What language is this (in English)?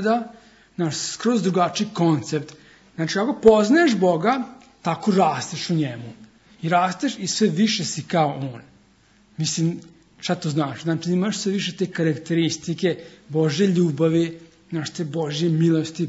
Serbian